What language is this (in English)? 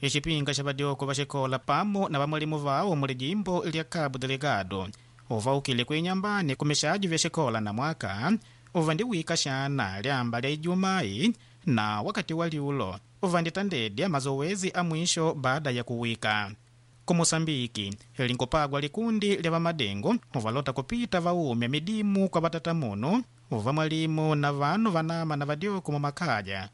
Makonde